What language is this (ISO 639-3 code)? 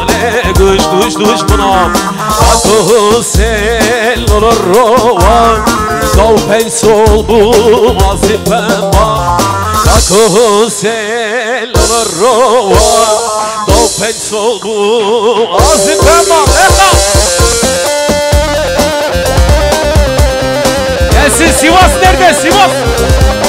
tur